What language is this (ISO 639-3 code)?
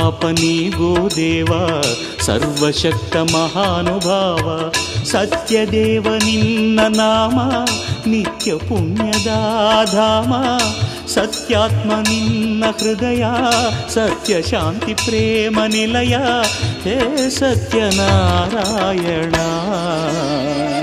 kan